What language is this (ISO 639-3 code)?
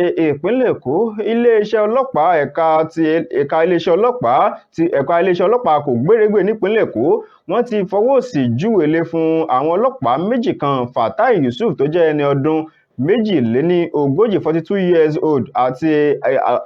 yor